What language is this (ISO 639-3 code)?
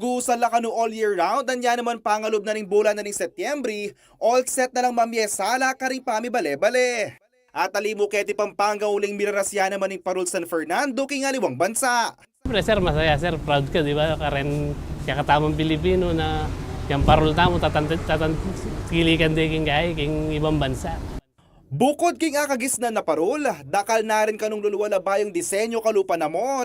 pam